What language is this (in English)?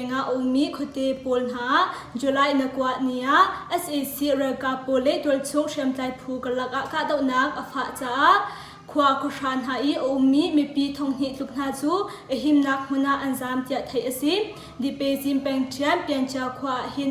Hakha Chin